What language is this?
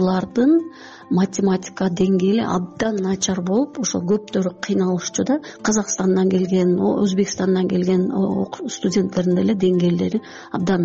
Kyrgyz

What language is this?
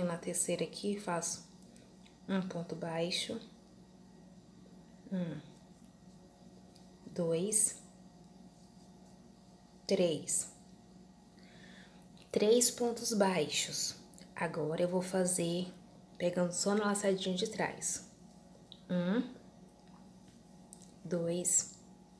Portuguese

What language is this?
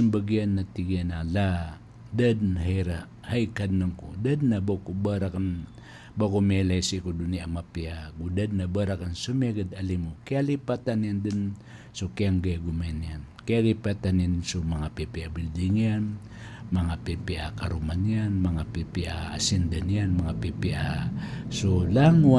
Maranao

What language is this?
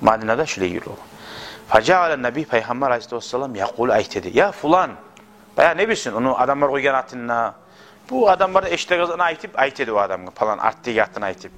Kumyk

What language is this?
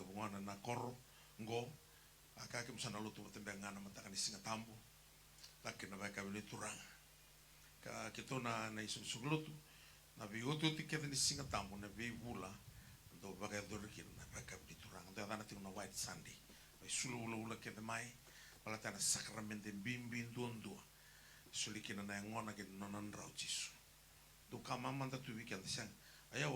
Fijian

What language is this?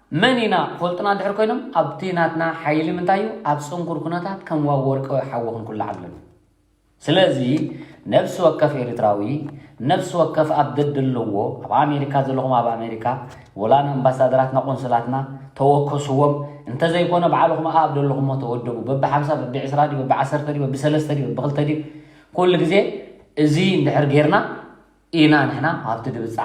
Tigrinya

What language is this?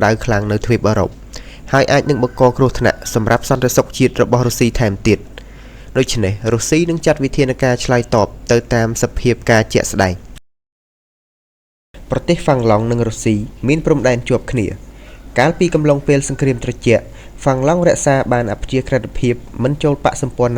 Khmer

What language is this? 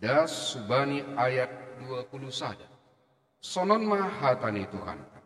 Batak Simalungun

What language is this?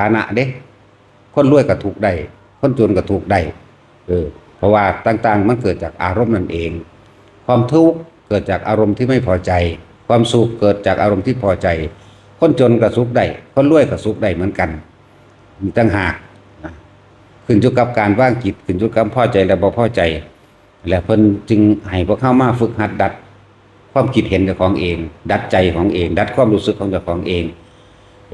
Northeastern Thai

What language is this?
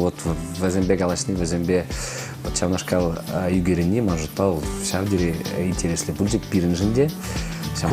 Chuvash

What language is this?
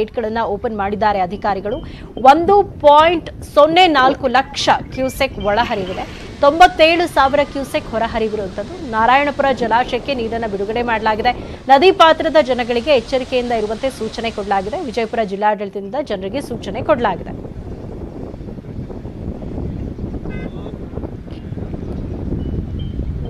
Kannada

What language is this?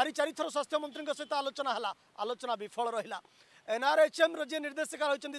Odia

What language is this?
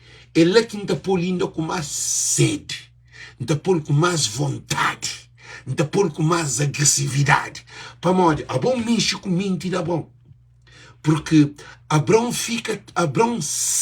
Kabuverdianu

